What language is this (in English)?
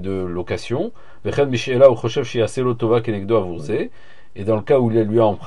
French